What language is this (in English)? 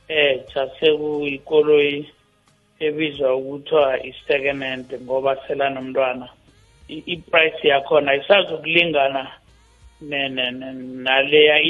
South Ndebele